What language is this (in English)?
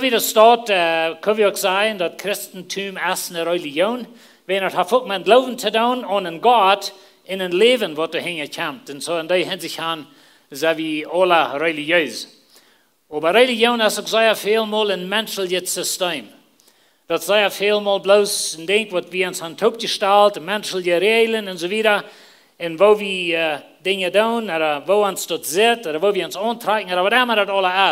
Plautdietsch